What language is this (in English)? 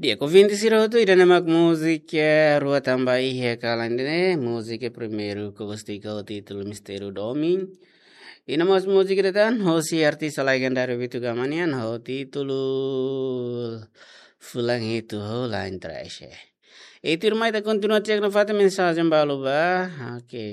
Tetum